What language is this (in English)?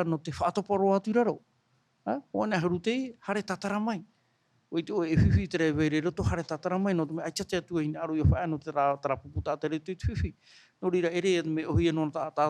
Tahitian